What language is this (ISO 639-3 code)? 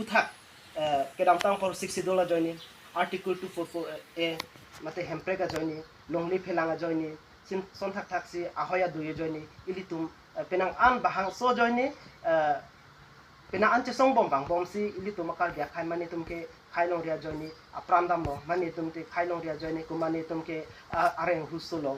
mjw